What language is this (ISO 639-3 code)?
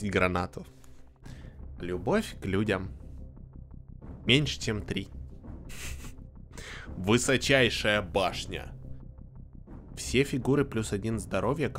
rus